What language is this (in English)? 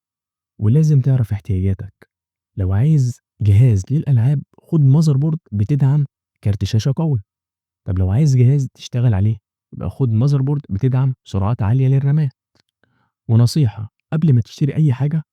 Egyptian Arabic